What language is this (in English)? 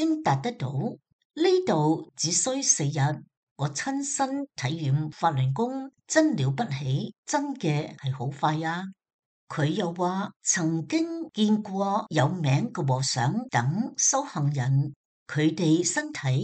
Cantonese